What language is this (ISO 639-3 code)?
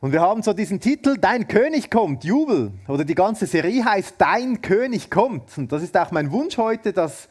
gsw